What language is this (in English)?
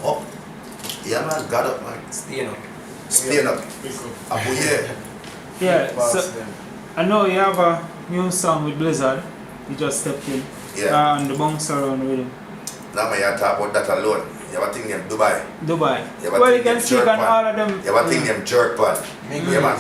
Jamaican Creole English